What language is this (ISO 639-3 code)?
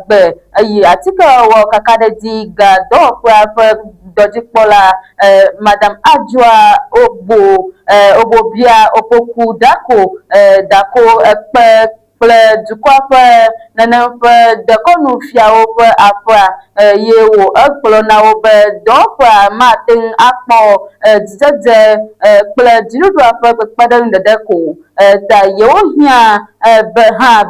ewe